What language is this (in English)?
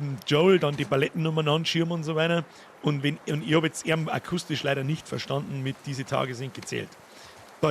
Bavarian